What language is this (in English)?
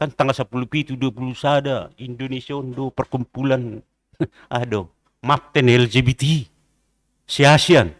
Batak Simalungun